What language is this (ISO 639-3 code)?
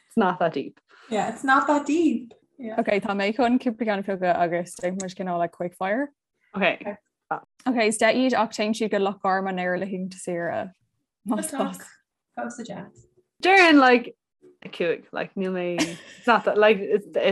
gle